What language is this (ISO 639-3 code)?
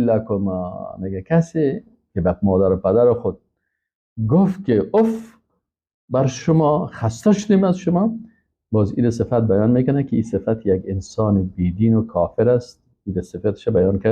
fas